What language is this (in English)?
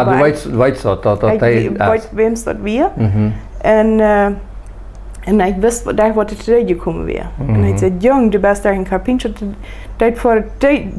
Plautdietsch